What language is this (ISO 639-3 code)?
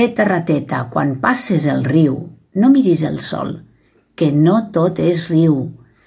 cat